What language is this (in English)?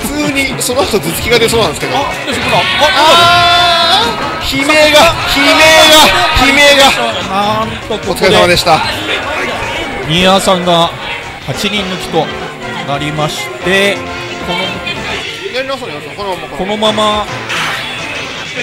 Japanese